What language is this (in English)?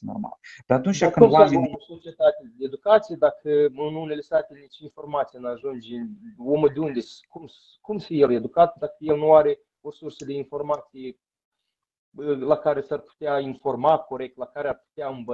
Romanian